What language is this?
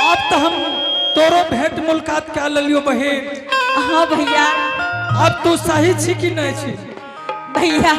Angika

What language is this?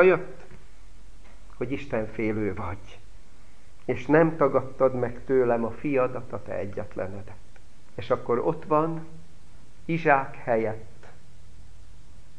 Hungarian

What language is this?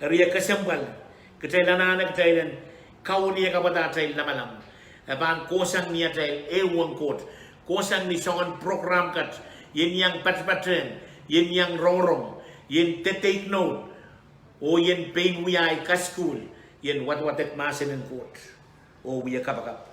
Pohnpeian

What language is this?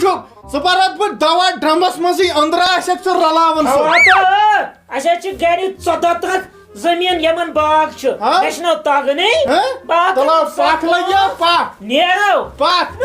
Kashmiri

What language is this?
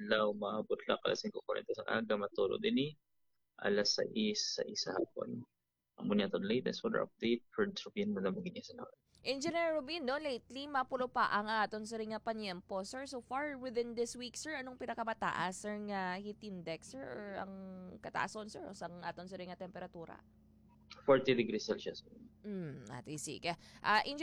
Hiligaynon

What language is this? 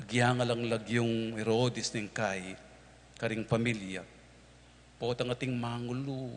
Pampanga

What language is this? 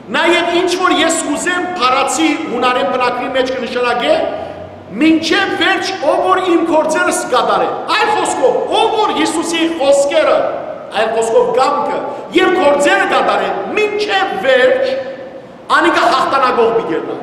Western Armenian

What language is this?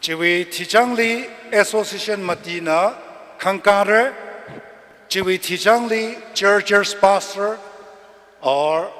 Tangkhul Naga (India)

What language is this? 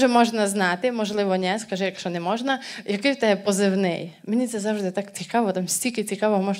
Ukrainian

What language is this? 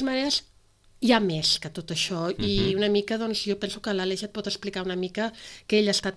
Catalan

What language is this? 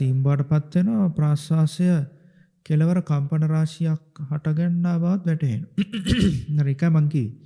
Sinhala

